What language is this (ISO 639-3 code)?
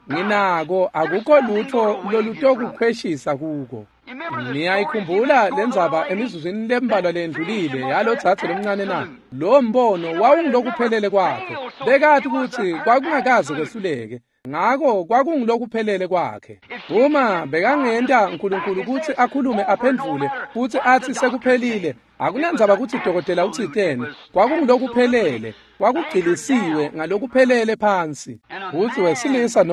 ssw